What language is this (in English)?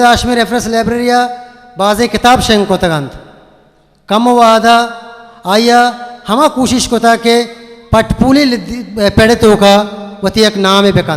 Eastern Balochi